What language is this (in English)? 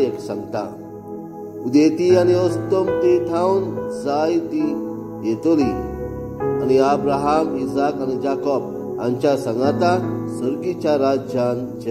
Konkani